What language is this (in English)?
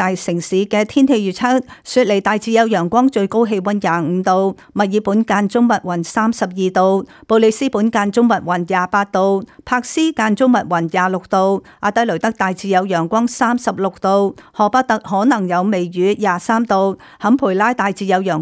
Cantonese